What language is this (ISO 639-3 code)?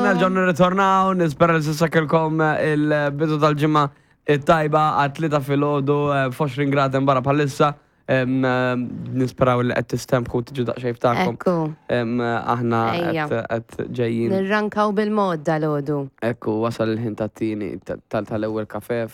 mlt